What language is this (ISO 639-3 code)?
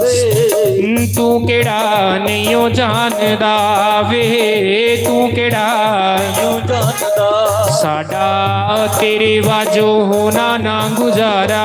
doi